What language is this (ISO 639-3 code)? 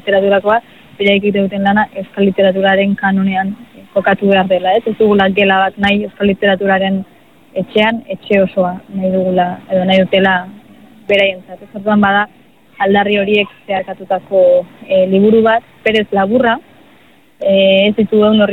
eus